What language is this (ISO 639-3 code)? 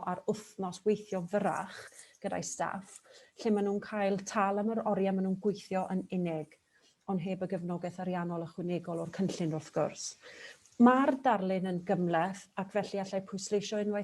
cym